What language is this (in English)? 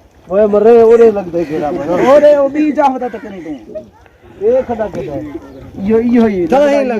Saraiki